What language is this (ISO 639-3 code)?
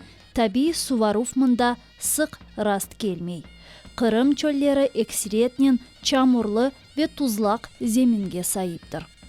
crh